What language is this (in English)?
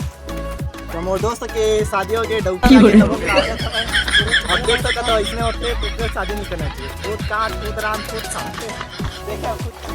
Chhattisgarhi